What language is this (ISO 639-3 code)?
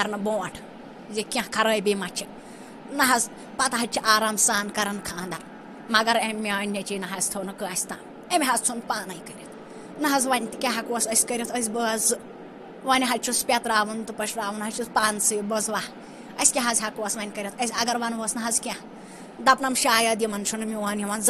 kas